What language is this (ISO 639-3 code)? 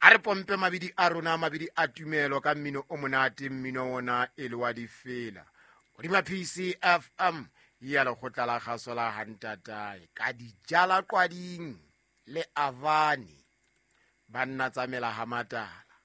sot